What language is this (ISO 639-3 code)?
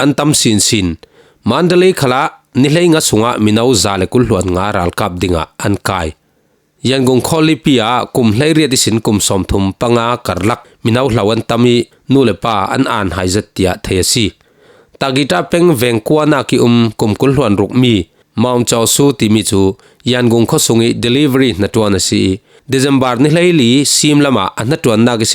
cfm